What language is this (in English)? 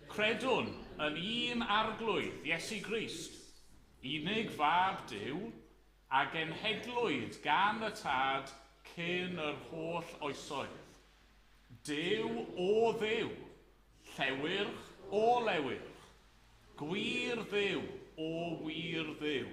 Welsh